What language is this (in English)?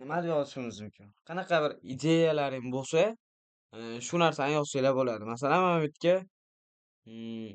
Uzbek